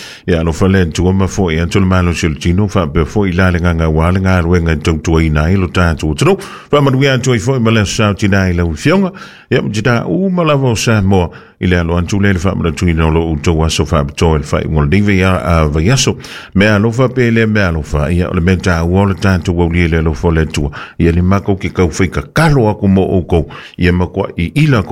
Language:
Samoan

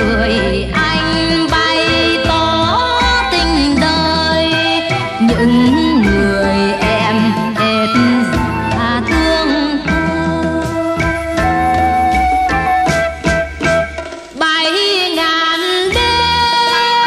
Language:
Vietnamese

